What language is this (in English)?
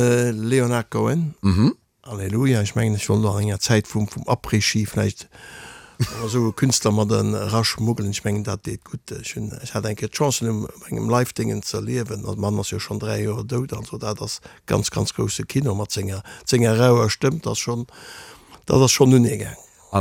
Luxembourgish